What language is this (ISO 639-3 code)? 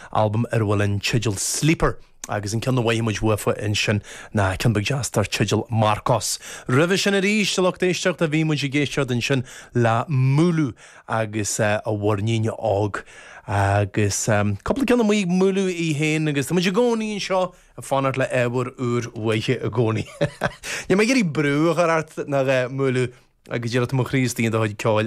gle